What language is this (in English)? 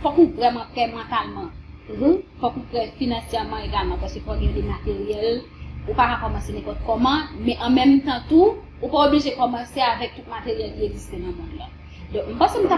Haitian Creole